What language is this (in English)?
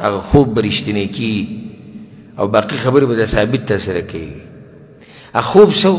Pashto